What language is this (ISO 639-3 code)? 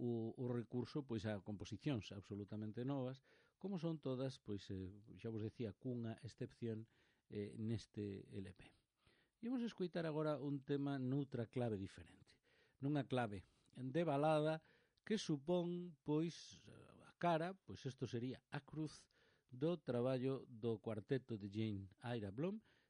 glg